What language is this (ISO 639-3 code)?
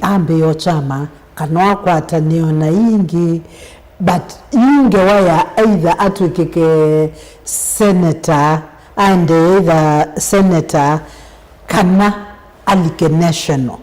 kam